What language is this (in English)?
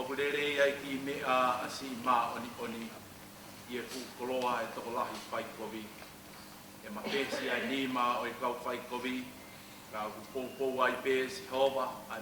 Tongan